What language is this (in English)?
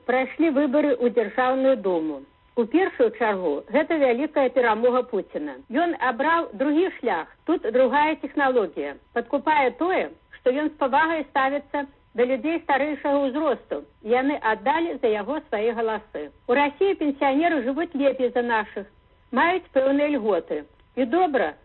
Belarusian